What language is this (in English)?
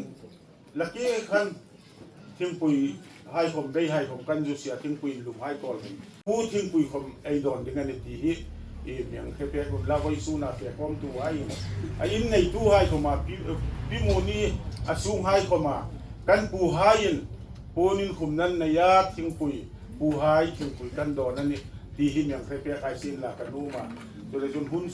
Hmar